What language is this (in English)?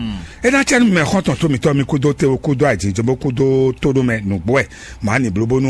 Fon